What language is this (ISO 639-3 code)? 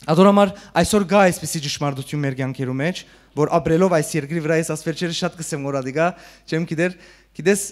hyw